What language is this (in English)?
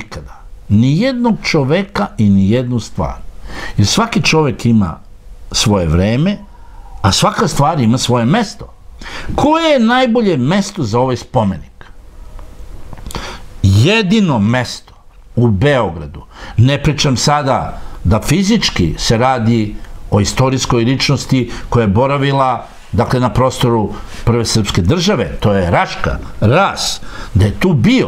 Serbian